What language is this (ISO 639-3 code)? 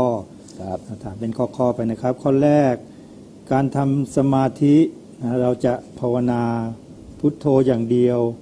tha